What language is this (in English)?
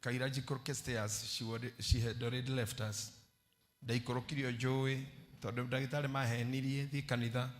Kikuyu